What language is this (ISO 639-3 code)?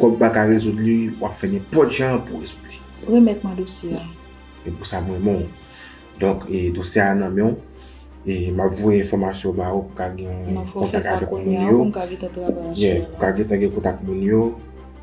hat